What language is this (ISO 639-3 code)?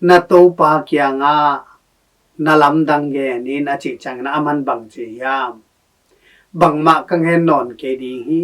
ctd